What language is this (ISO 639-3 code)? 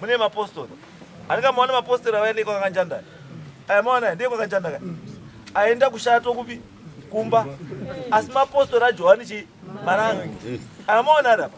sna